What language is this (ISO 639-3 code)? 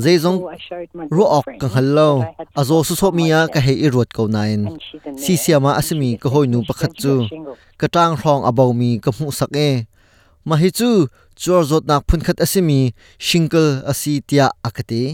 cnh